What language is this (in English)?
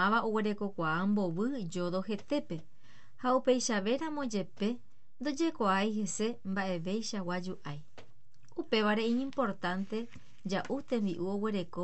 Guarani